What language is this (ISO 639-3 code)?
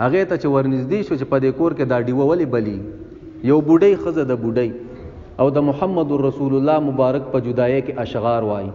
pus